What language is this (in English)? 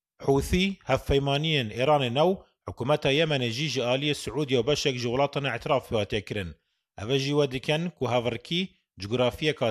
Kurdish